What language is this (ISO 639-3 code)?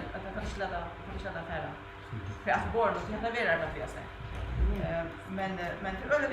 fao